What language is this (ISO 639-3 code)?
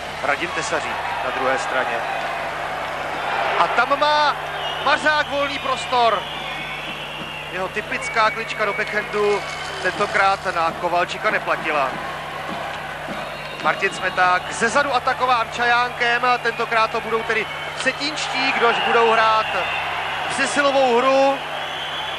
ces